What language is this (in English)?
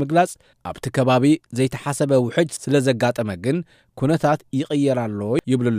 Tigrinya